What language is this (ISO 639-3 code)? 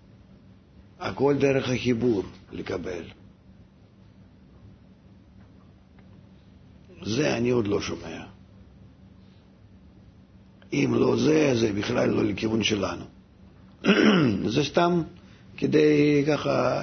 heb